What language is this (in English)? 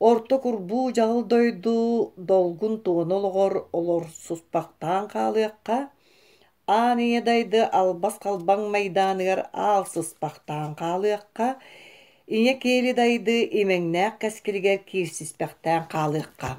Yakut